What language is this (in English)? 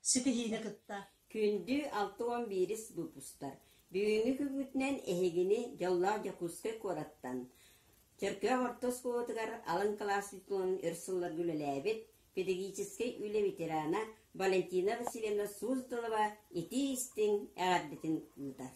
Yakut